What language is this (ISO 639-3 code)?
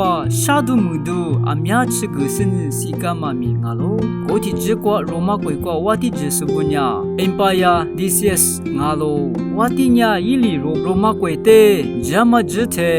lis